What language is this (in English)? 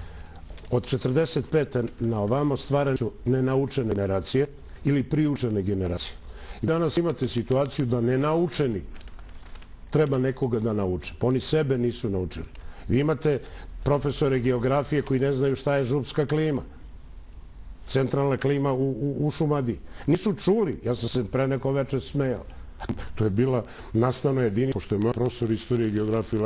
Serbian